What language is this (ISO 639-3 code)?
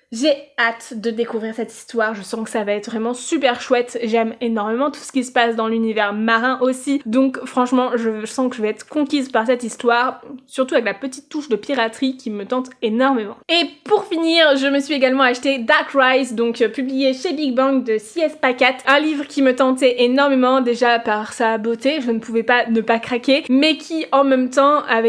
fra